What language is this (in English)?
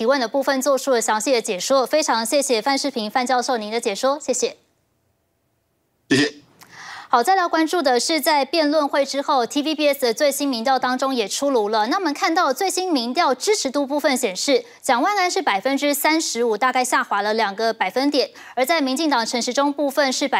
Chinese